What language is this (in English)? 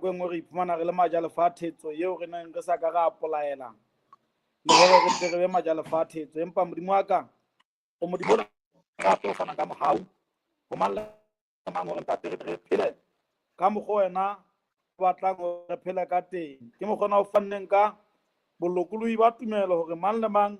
Southern Sotho